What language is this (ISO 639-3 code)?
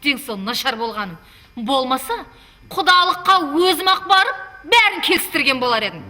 kaa